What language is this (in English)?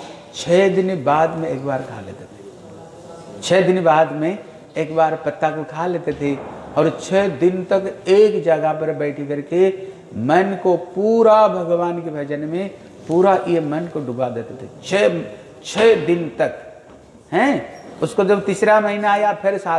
Hindi